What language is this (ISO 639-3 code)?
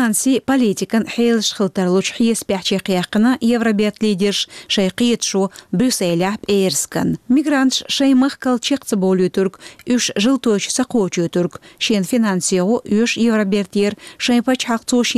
che